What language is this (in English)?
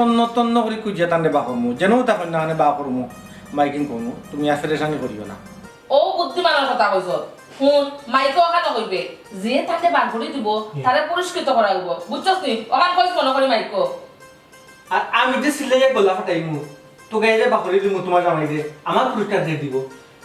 Sylheti